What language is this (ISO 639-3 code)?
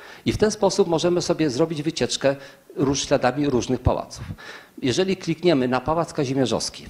pol